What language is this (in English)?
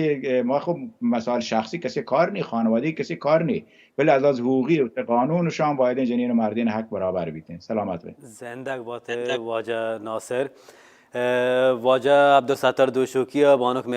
Baluchi